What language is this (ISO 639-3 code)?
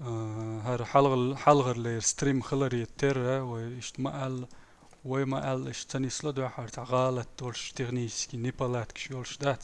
che